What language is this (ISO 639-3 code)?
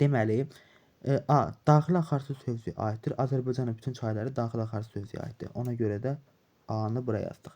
aze